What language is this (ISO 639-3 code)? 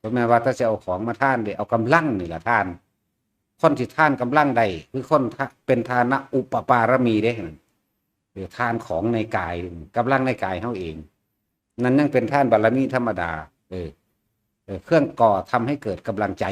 tts